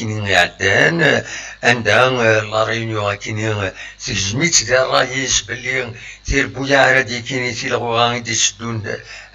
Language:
Kabyle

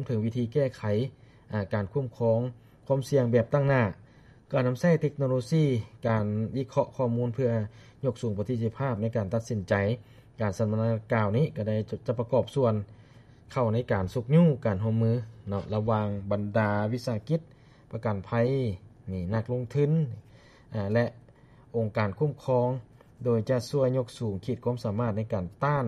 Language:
Lao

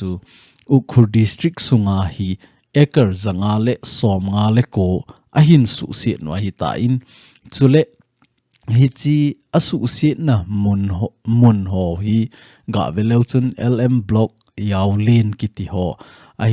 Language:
Thado Chin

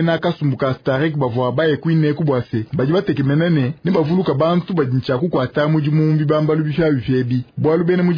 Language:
Luba-Lulua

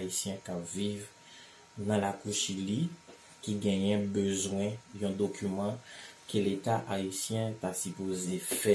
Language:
Haitian Creole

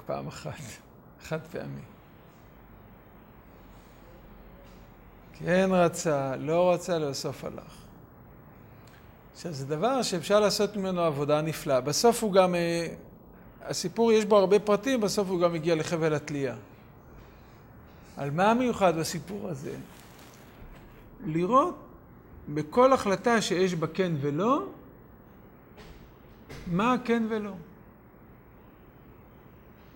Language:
Hebrew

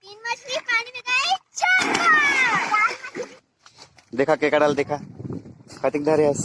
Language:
Chhattisgarhi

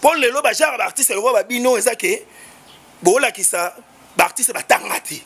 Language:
Lingala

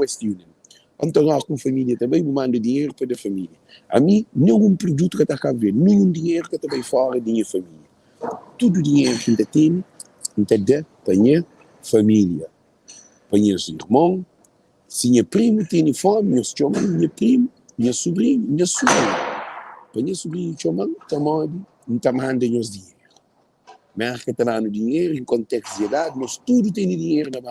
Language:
Kabuverdianu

